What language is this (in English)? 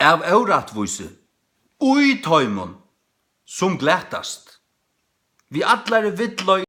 Faroese